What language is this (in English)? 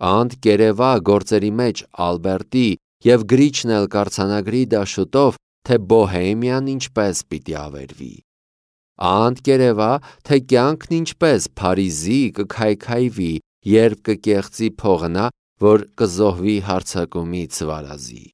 Armenian